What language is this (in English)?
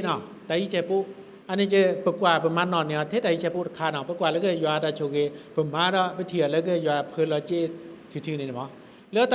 S'gaw Karen